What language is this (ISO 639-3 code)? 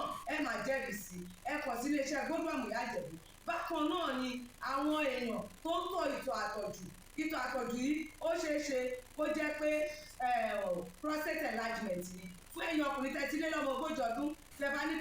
yor